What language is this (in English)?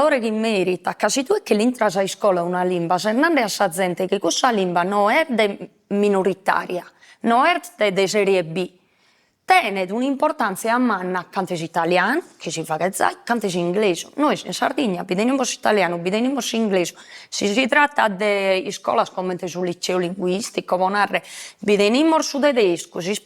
Sardinian